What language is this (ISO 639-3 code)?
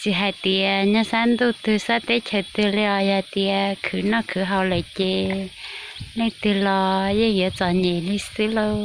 hmn